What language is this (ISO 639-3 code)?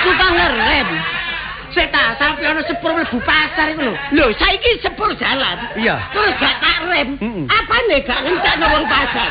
jav